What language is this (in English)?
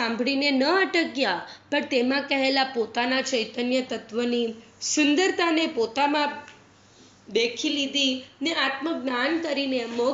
Gujarati